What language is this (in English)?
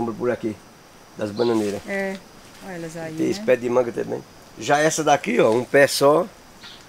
Portuguese